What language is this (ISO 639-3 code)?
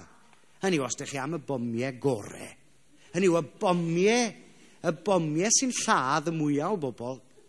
cym